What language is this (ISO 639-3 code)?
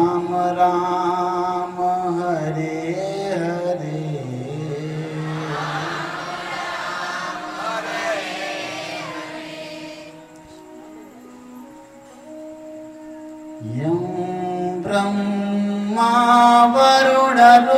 guj